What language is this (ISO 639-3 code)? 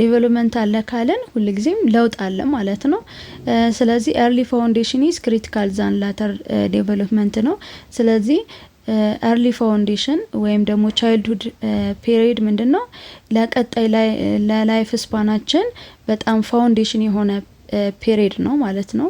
amh